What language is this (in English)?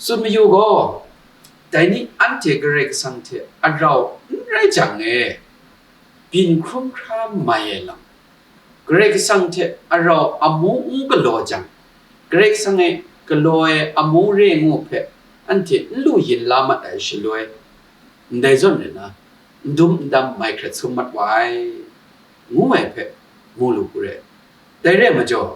Kachin